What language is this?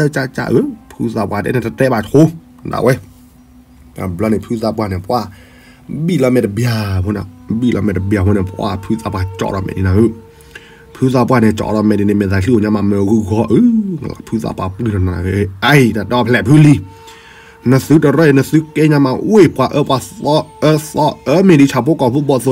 S'gaw Karen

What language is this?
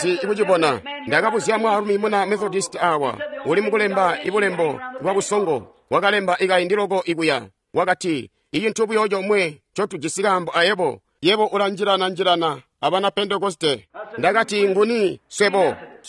Tonga (Zambia)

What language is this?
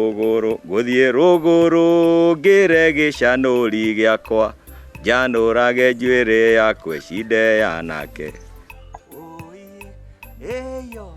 Kikuyu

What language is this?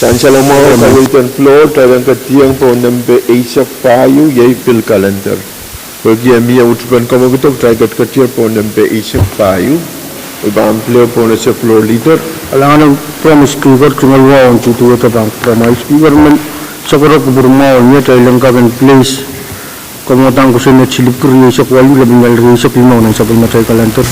Pohnpeian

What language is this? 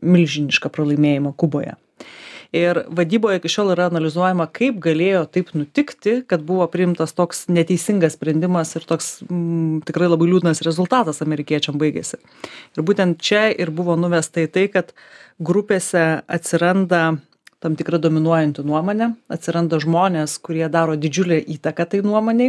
Lithuanian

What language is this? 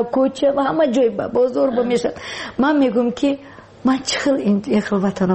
Tajik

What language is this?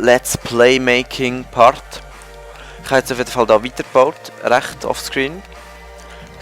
Swiss German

